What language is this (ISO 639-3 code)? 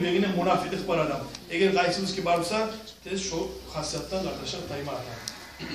kum